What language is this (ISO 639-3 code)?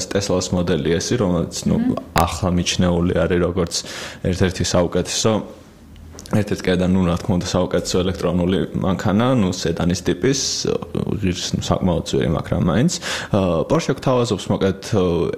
kat